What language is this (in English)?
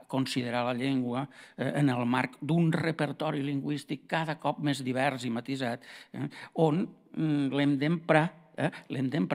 Catalan